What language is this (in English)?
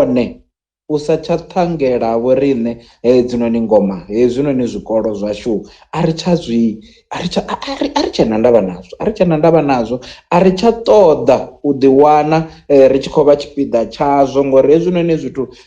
Venda